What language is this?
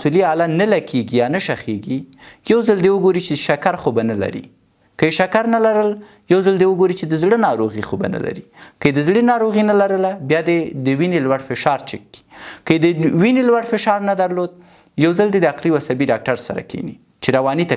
Pashto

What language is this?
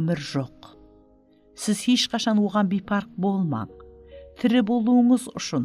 Kara-Kalpak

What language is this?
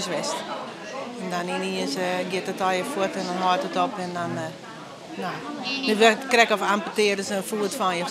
Western Frisian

